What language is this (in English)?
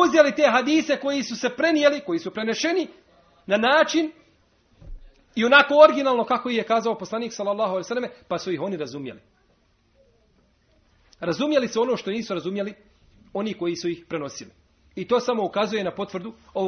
Bosnian